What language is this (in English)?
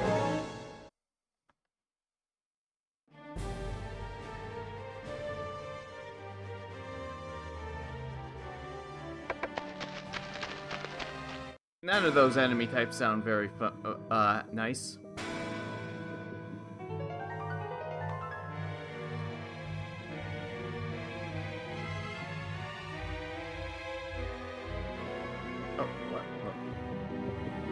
English